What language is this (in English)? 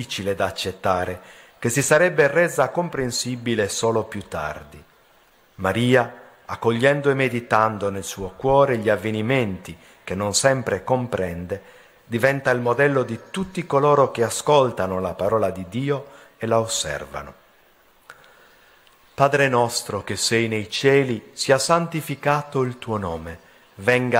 Italian